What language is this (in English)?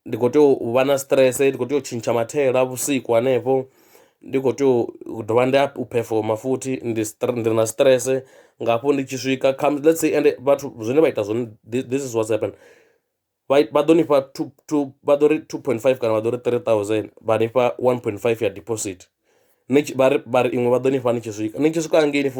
Venda